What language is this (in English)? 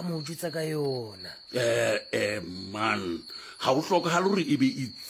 Southern Sotho